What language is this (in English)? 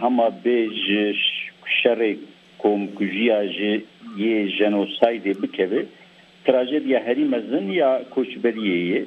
Kurdish